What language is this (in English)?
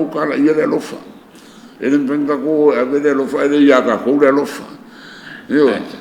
Samoan